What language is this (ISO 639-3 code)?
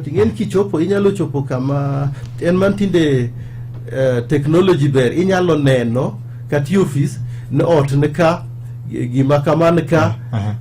luo